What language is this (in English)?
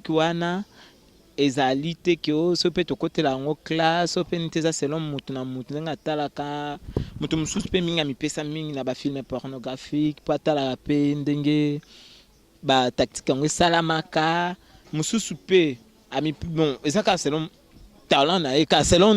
Lingala